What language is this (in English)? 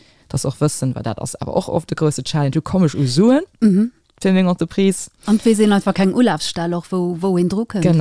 Luxembourgish